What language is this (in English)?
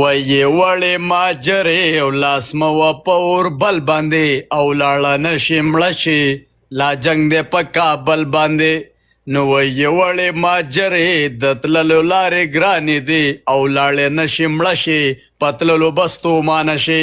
Pashto